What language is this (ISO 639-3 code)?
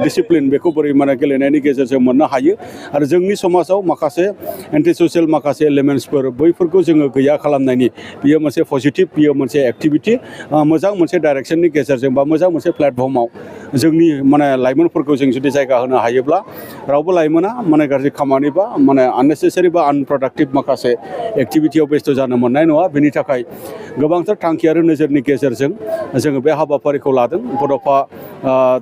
brx